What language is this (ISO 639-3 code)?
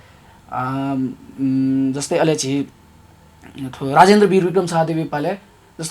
new